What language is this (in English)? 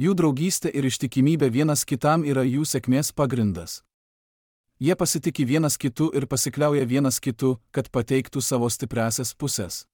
Lithuanian